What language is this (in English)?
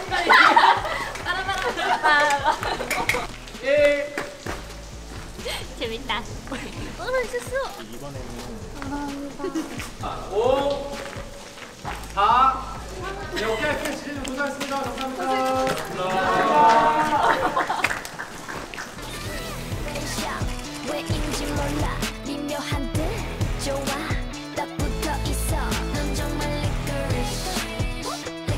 Korean